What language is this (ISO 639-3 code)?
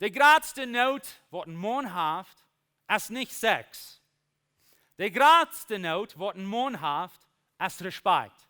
pdt